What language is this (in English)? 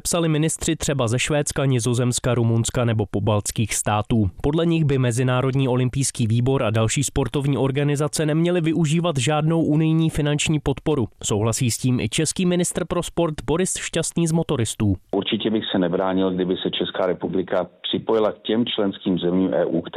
Czech